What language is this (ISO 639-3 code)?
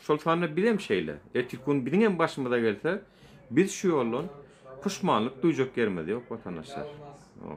tuk